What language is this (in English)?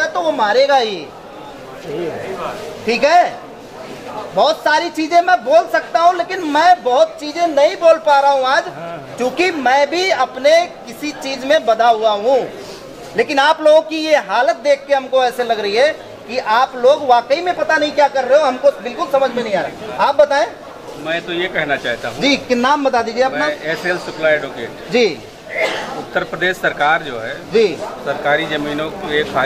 Hindi